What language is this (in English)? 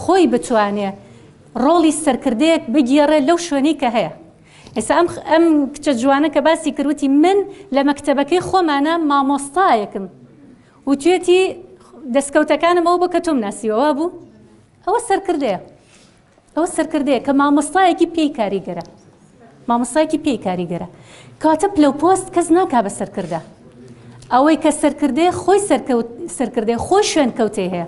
Central Kurdish